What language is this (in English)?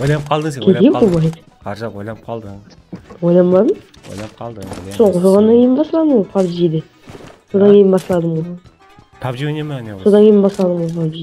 Kara-Kalpak